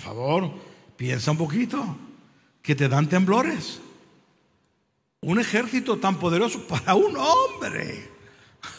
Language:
Spanish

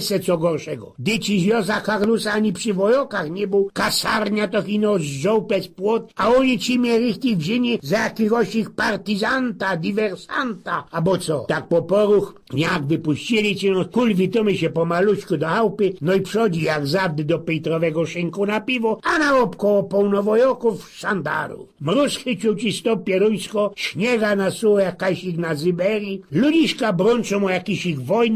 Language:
Silesian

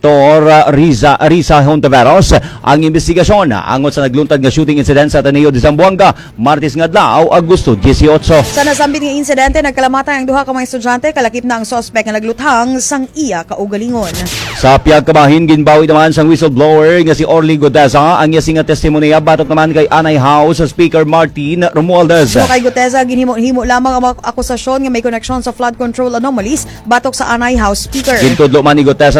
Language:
Hiligaynon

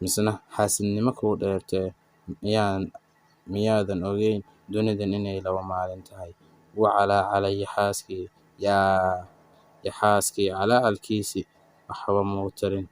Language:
Somali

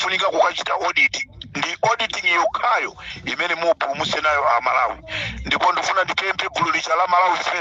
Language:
Nyanja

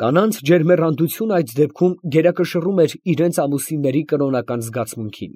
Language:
Armenian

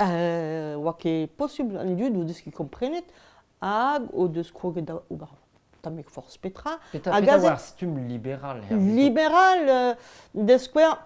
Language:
Breton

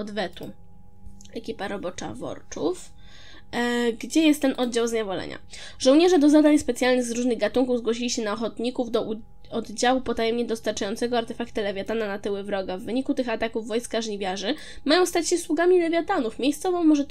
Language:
Polish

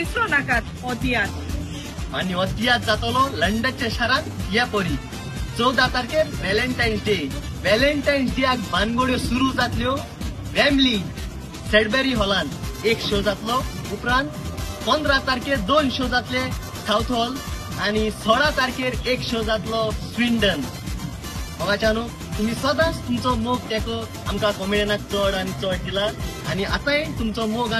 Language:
Konkani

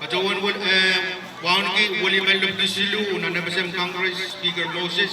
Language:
Pohnpeian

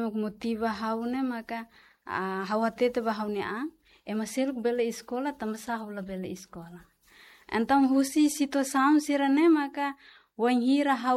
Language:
Tetum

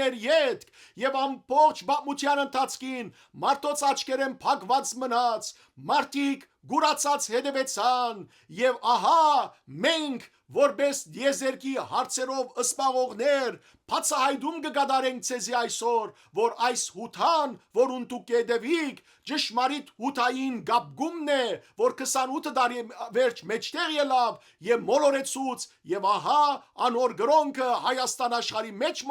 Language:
Western Armenian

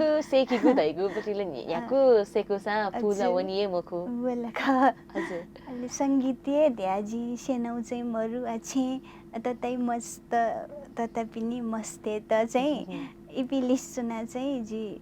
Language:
Newari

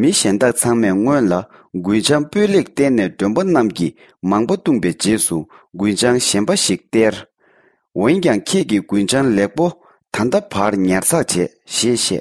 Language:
Tibetan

